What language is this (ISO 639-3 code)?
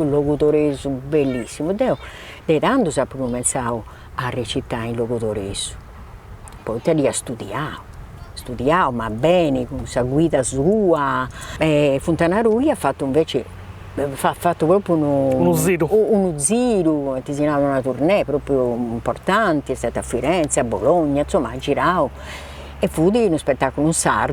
srd